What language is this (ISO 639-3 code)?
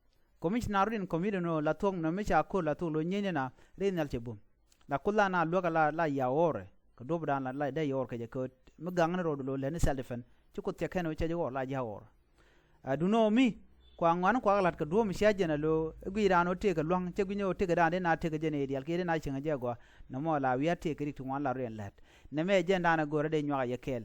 nus